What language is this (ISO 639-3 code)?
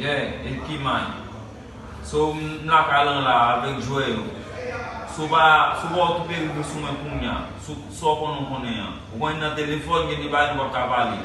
hat